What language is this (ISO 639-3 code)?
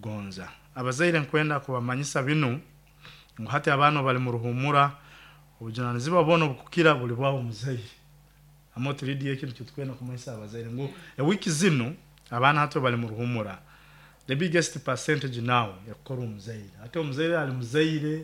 nyo